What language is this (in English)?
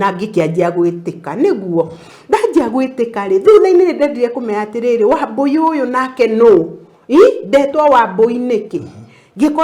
Kikuyu